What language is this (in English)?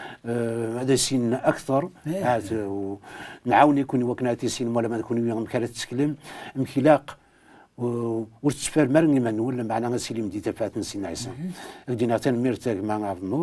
Kabyle